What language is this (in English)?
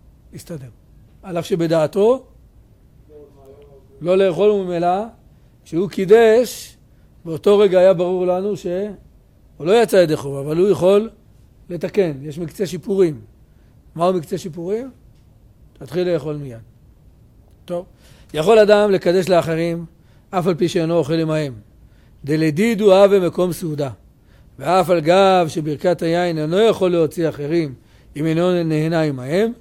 Hebrew